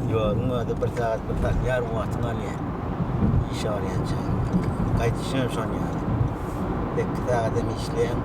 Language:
Turkmen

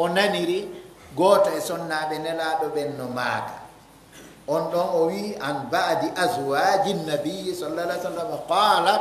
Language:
Pular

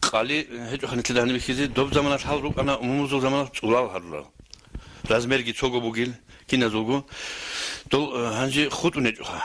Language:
Avaric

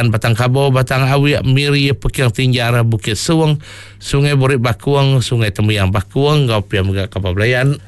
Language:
Iban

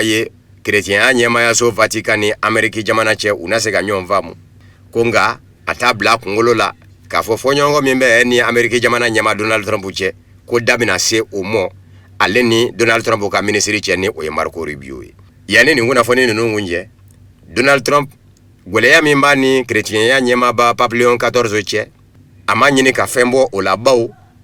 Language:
Bambara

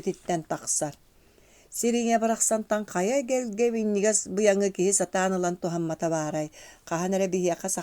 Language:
Yakut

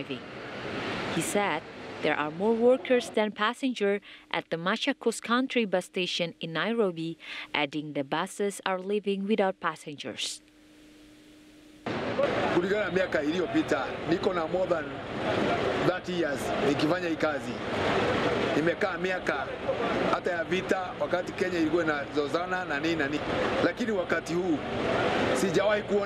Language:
Swahili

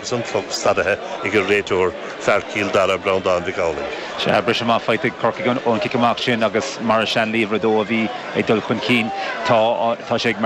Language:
Irish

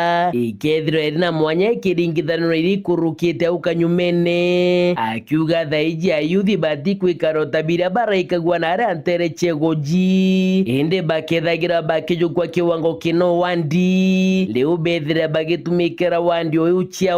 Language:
Meru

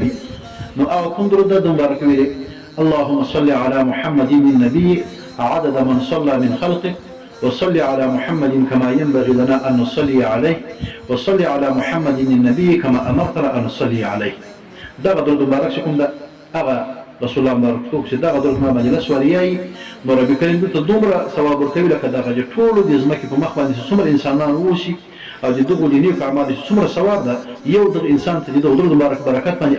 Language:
Pashto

